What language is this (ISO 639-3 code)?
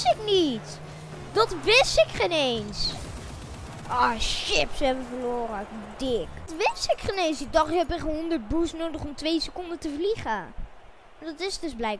nld